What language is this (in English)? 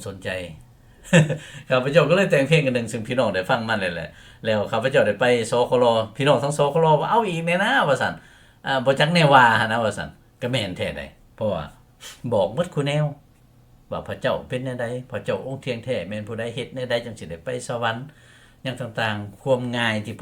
Lao